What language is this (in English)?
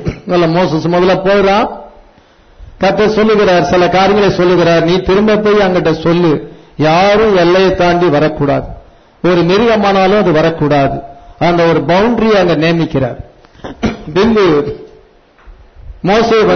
Tamil